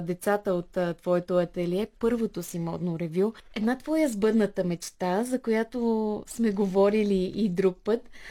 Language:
Bulgarian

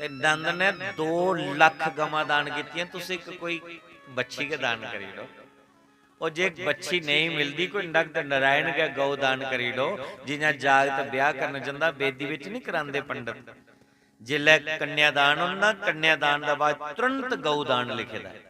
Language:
Dogri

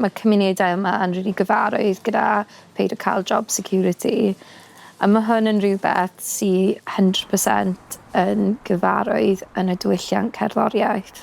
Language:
Welsh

